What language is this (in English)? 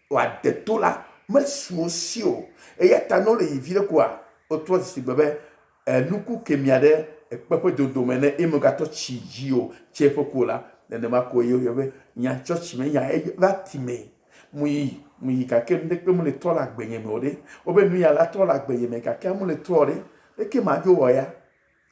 Ewe